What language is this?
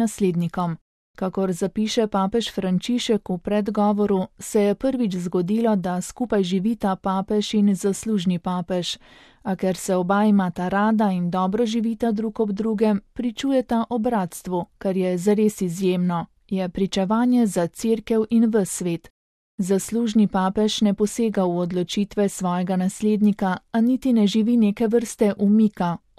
Slovenian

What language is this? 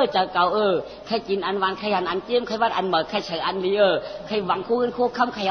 Shan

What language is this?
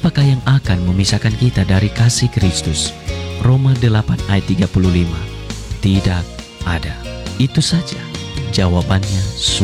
Indonesian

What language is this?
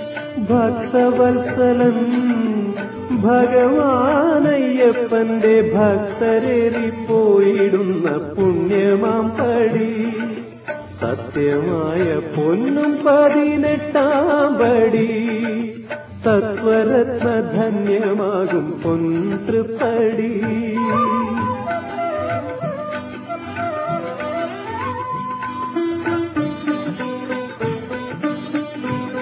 Malayalam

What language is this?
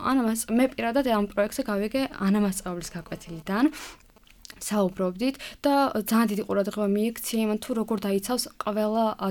Georgian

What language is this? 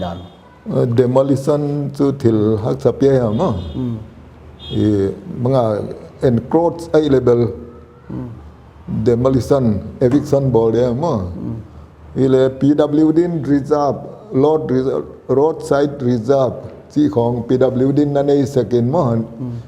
Paite Chin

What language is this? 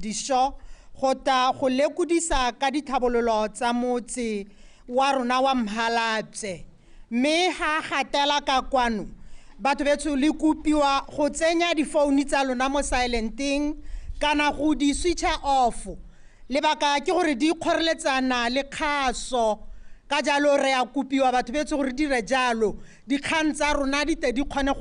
Tswana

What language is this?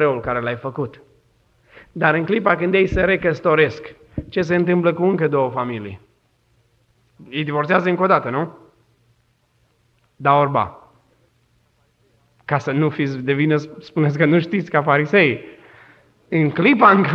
Romanian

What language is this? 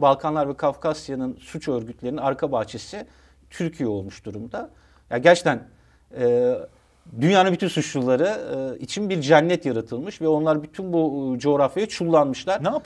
Turkish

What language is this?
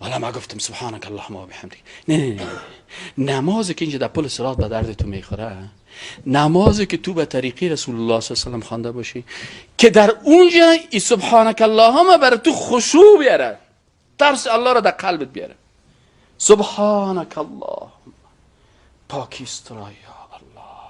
Persian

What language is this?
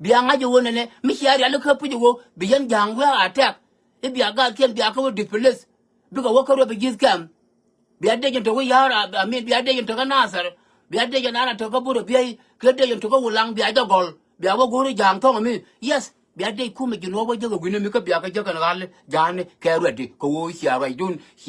Nuer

